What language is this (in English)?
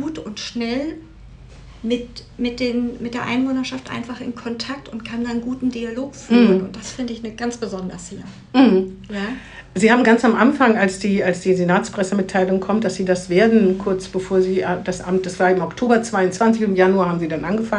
German